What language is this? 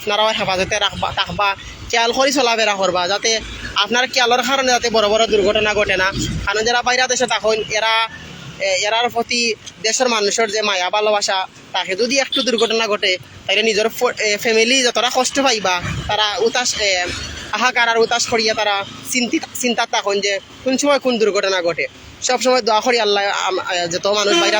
Sylheti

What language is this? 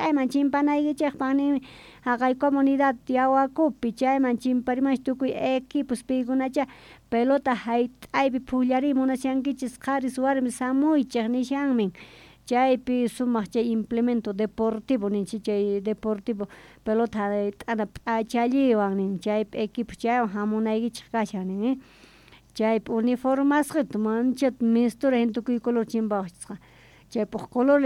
South Bolivian Quechua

